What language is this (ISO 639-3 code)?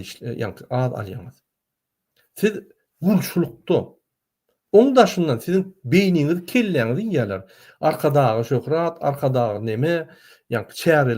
tuk